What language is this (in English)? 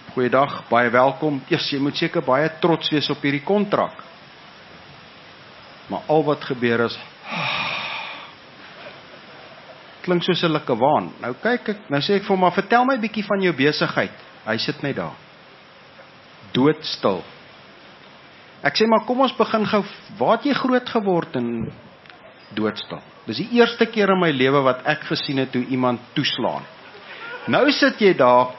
Afrikaans